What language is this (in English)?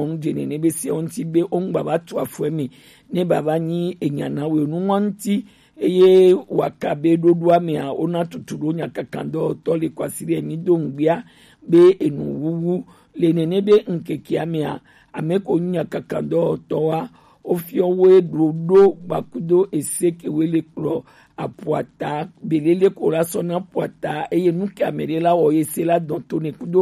Gen